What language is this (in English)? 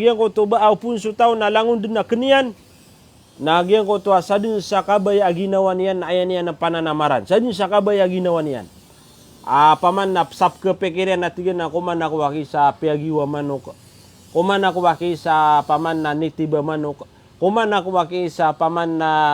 Maranao